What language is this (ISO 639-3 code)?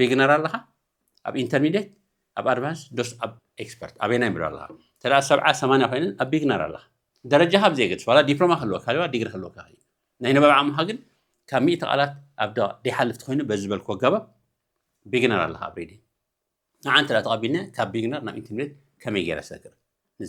tir